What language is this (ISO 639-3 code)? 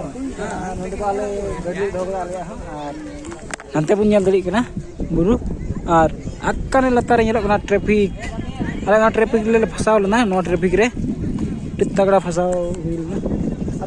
sat